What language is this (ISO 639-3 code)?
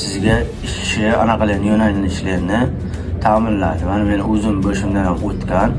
uzb